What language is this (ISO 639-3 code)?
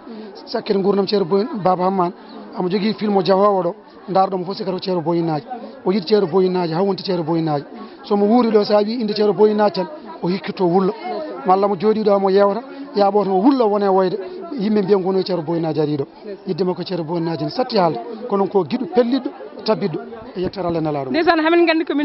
ful